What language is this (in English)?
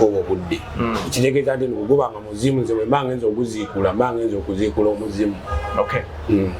Ganda